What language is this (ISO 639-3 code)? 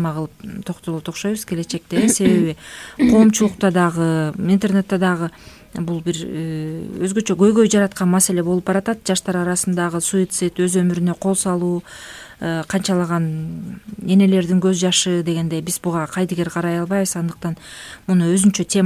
kir